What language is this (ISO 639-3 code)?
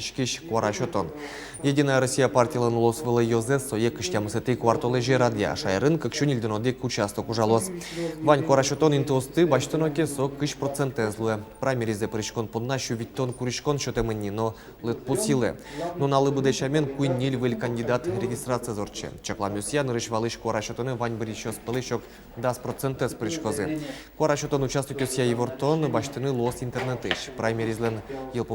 udm